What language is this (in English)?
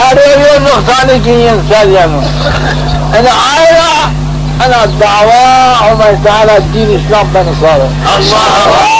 Zaza